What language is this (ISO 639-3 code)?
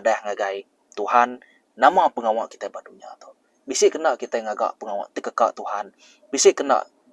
iba